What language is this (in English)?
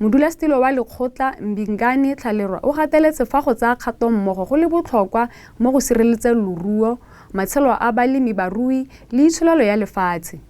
Tswana